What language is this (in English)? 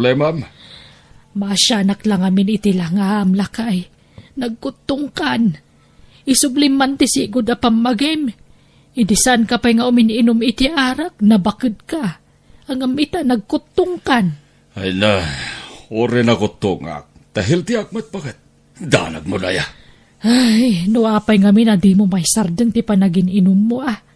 Iloko